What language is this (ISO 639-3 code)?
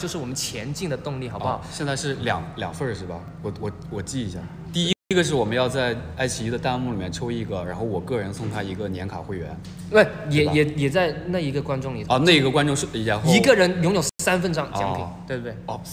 zho